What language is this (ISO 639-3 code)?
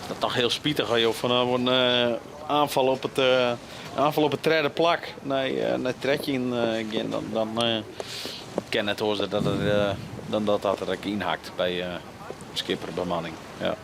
fry